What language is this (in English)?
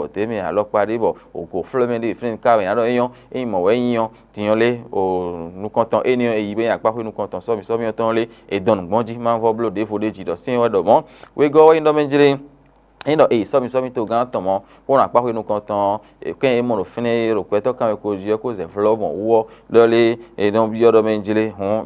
Fon